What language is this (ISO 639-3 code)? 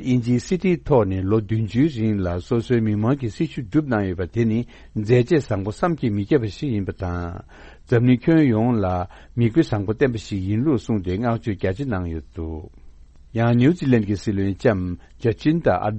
bod